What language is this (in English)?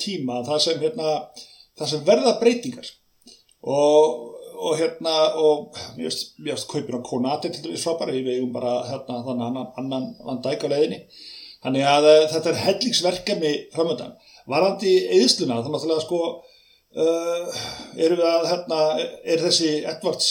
Icelandic